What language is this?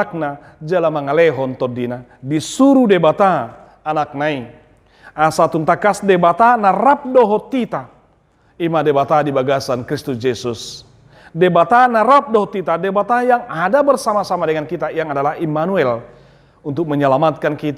Batak Toba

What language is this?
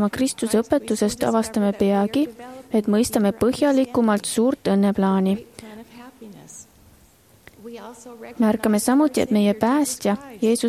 Estonian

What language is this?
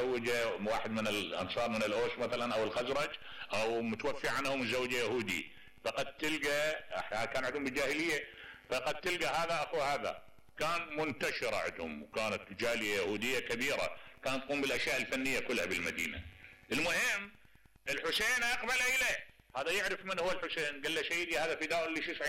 Mesopotamian Arabic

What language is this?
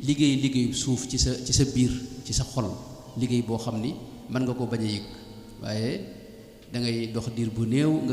Wolof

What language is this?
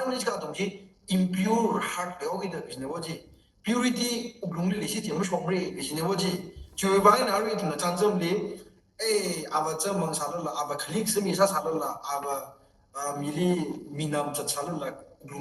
Tangkhul Naga (India)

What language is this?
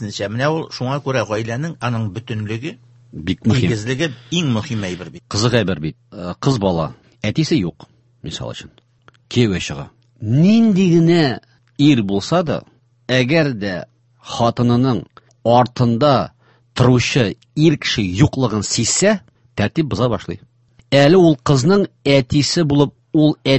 Tatar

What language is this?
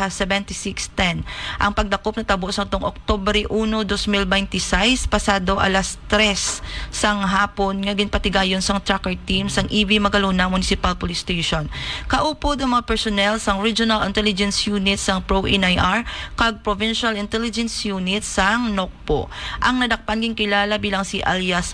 Hiligaynon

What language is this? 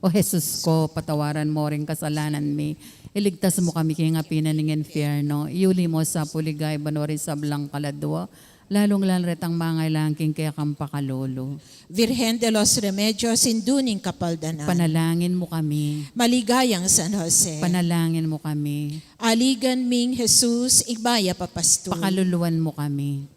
Pampanga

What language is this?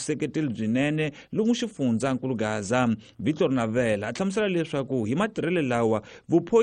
Tsonga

